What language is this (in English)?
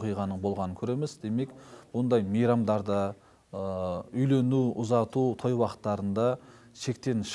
Kazakh